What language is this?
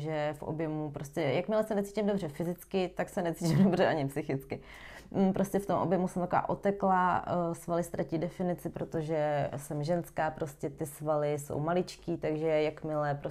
Czech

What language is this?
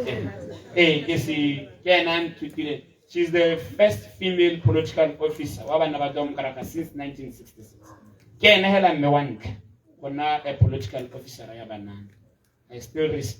Tswana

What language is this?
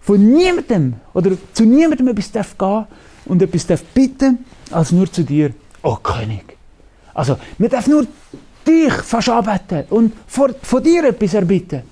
Swiss German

